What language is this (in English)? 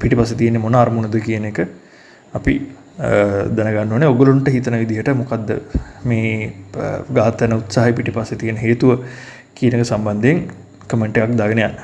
Sinhala